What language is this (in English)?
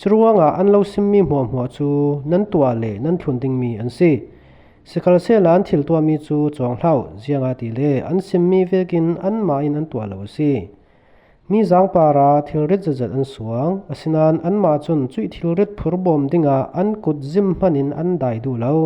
Falam Chin